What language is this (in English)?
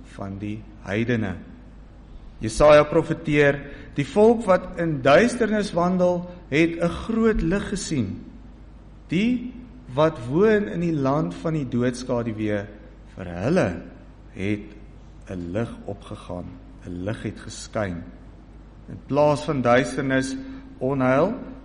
Afrikaans